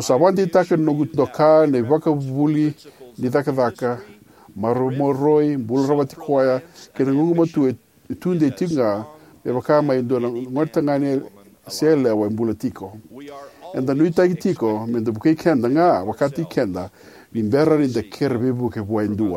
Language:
Fijian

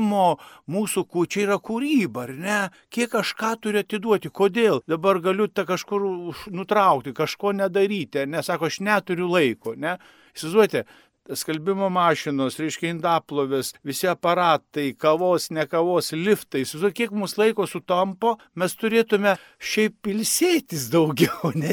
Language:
Lithuanian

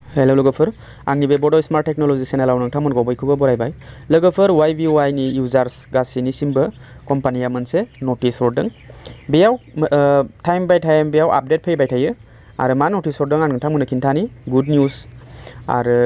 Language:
Bodo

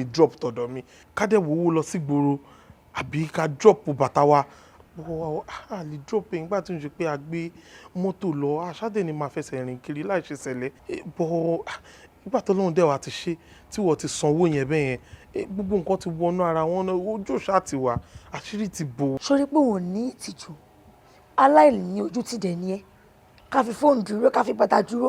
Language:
Yoruba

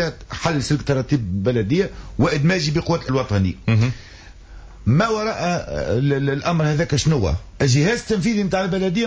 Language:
Tunisian Arabic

